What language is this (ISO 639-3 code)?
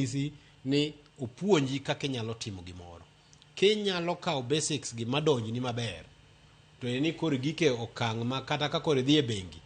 luo